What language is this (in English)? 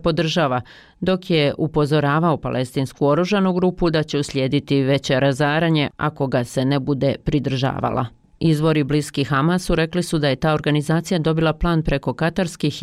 Bosnian